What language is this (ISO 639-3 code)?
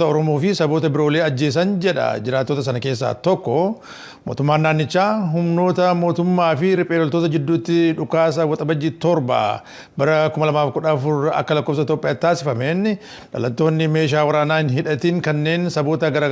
orm